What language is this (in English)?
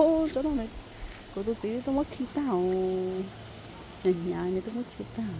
Hmong